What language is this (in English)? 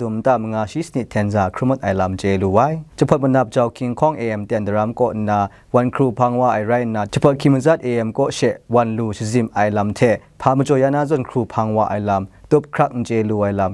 Kachin